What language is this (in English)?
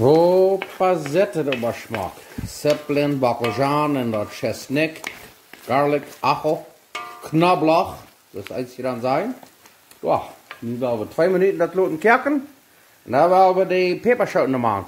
Plautdietsch